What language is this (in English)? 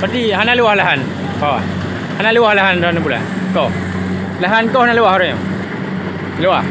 Achinese